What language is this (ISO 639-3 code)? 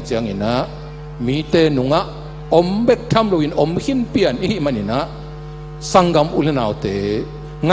ctd